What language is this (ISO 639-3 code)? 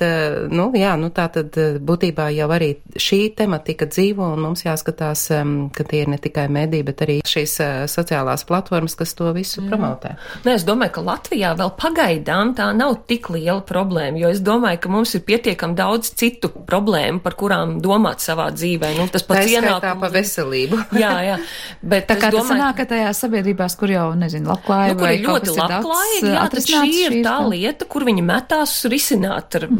lav